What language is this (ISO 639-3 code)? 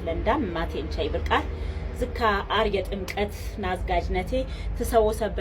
amh